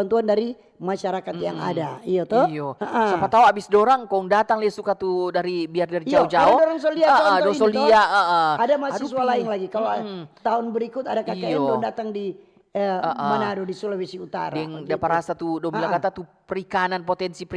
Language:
Manado Malay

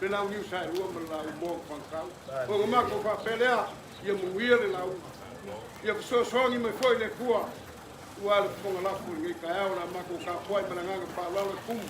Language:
Samoan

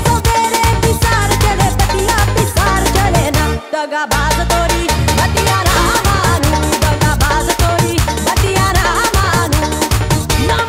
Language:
Bhojpuri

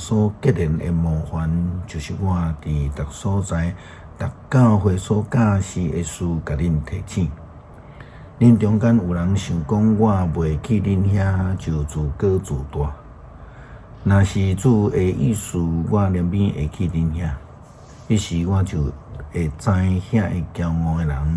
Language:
Min Nan Chinese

